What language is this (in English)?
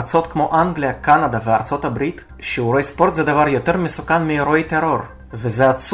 Hebrew